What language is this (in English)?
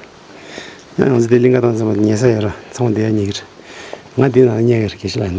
Tibetan